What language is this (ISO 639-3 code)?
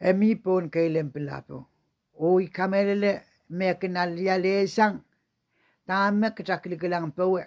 pon